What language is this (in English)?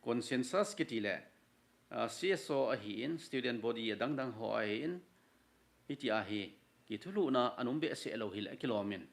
Thado Chin